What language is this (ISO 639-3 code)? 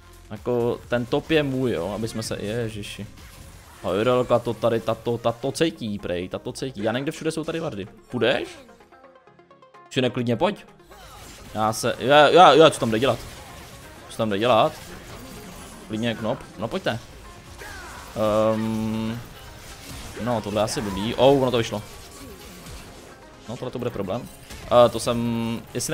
ces